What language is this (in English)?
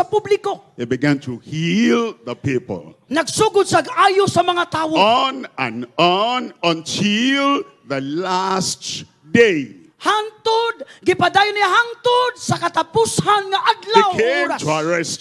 Cebuano